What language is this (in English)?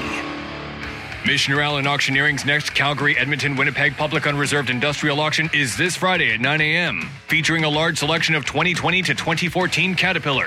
English